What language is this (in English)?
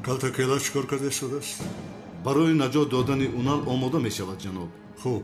Tajik